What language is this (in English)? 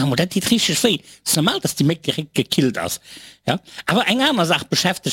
Luxembourgish